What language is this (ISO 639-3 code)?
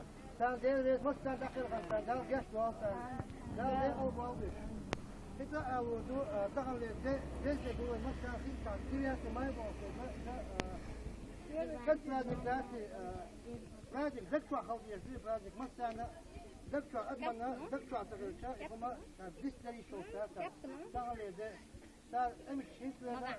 che